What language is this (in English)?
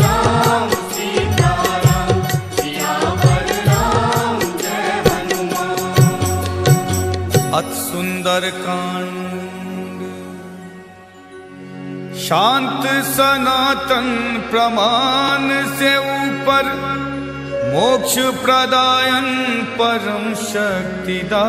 Maithili